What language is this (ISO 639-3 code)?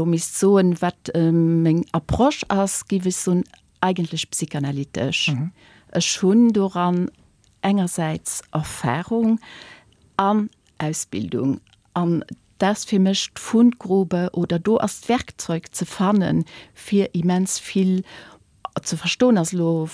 ltz